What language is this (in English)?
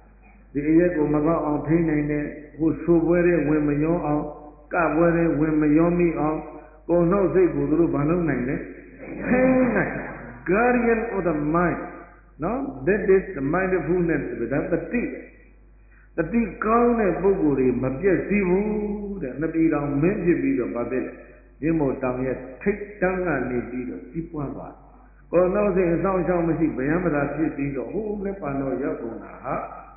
Burmese